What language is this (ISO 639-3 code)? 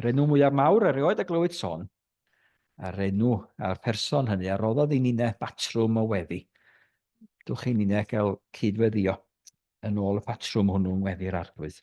cym